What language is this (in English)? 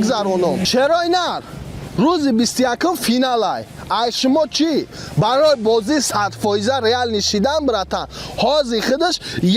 Tajik